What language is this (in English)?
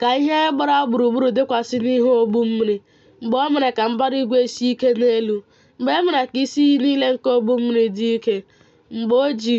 Igbo